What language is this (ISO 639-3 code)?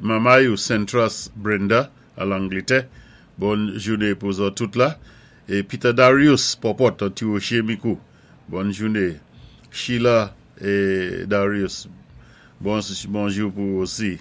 acf